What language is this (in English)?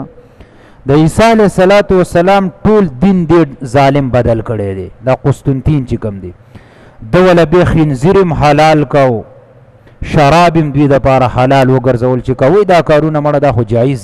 Pashto